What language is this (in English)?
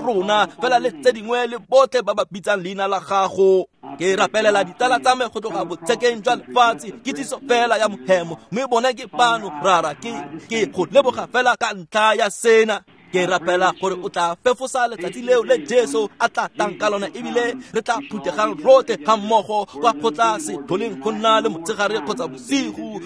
Tswana